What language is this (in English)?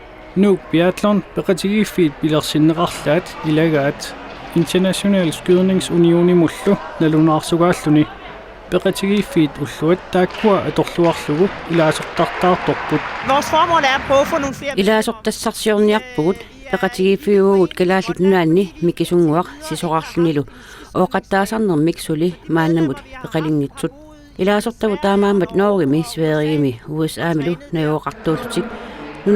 Kalaallisut